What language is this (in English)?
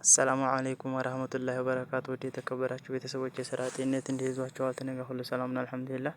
Amharic